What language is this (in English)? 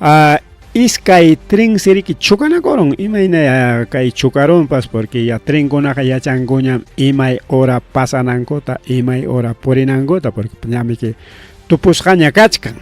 Ayacucho Quechua